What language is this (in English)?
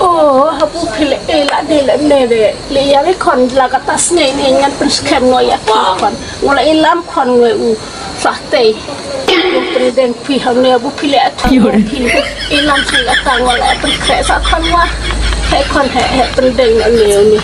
Khasi